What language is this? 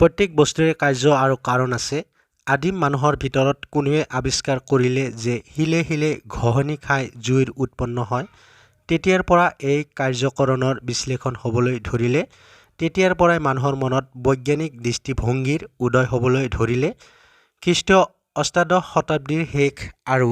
Assamese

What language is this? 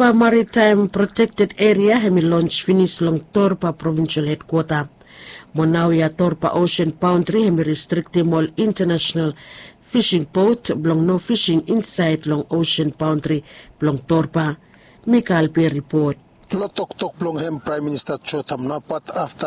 Bislama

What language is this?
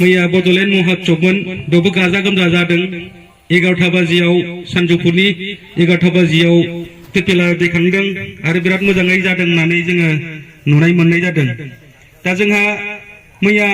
Bodo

